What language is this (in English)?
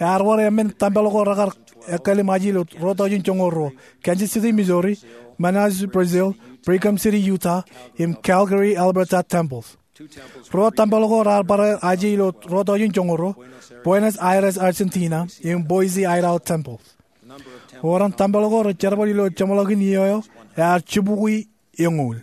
Marshallese